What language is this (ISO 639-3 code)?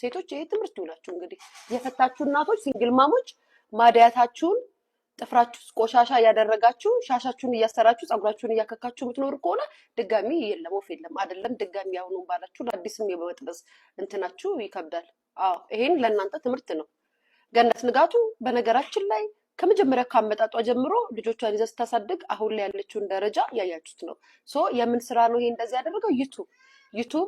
amh